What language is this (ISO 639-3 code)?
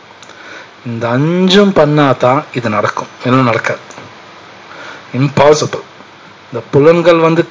tam